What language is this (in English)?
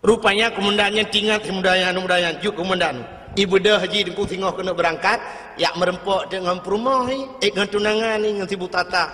Achinese